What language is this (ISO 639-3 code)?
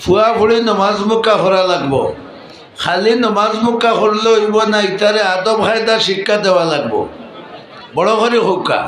syl